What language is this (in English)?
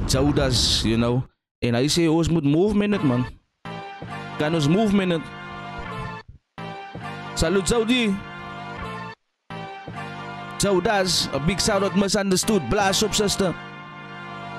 Afrikaans